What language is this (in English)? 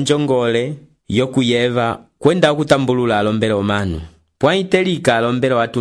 Umbundu